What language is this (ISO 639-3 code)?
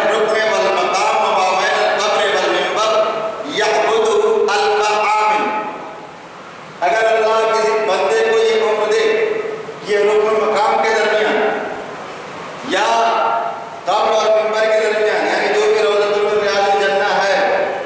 urd